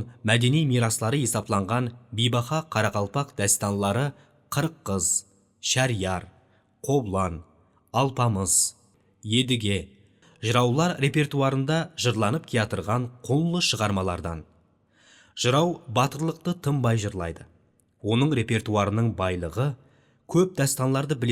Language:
Kara-Kalpak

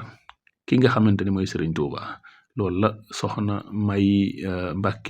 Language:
Wolof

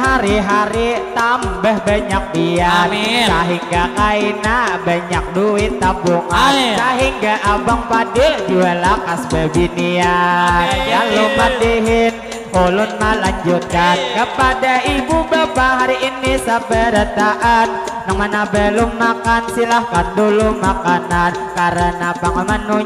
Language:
Banjar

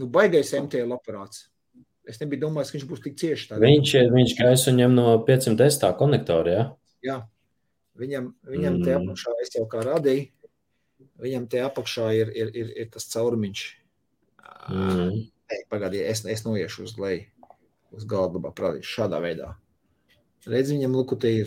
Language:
Latvian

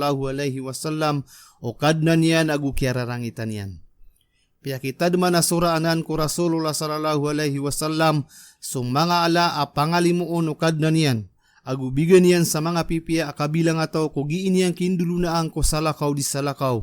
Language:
Maranao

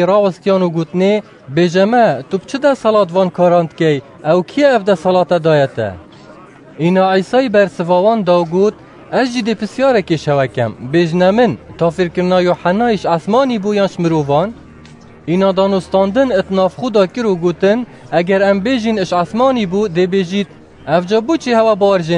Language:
Kurdish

